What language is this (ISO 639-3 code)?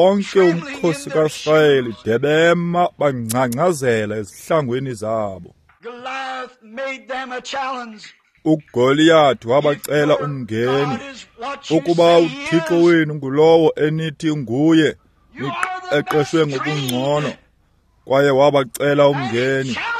xho